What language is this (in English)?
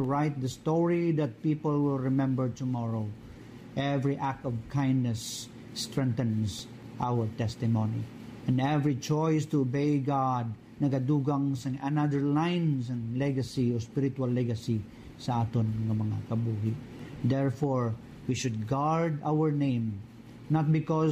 Hiligaynon